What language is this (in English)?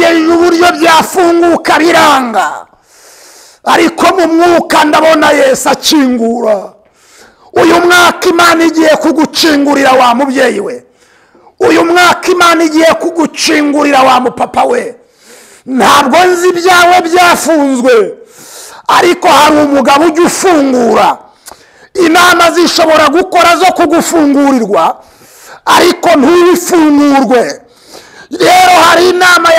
Kinyarwanda